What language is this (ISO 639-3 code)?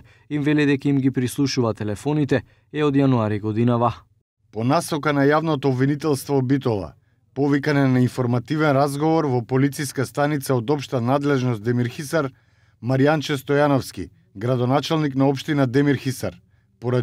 mkd